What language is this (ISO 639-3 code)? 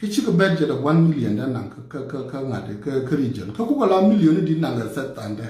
nus